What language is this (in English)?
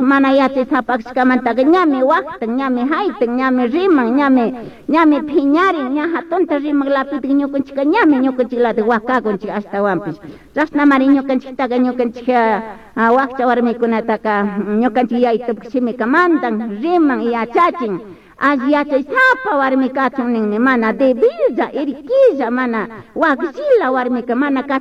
Chimborazo Highland Quichua